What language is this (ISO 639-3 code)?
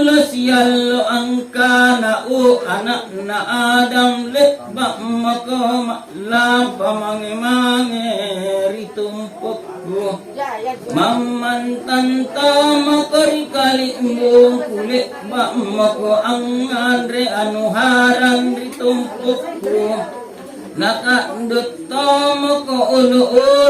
mak